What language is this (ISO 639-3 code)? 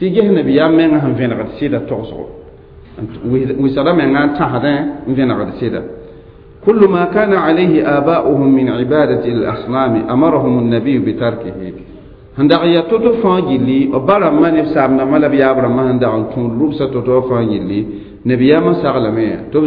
mos